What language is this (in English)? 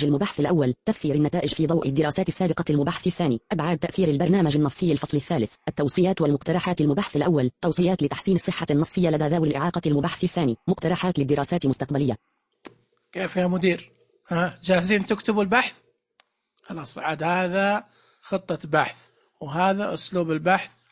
Najdi Arabic